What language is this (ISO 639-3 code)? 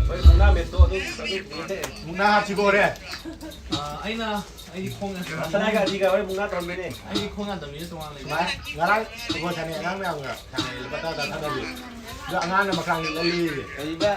mni